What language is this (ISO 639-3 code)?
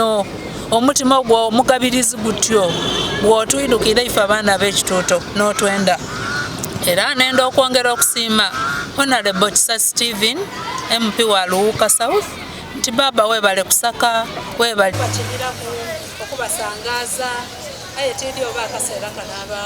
xog